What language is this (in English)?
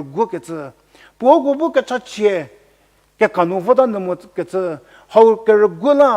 Angami Naga